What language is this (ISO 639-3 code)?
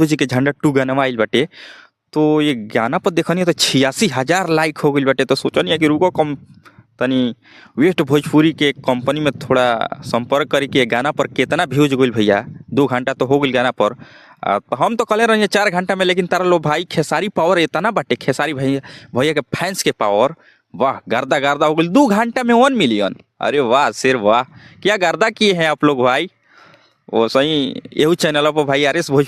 bho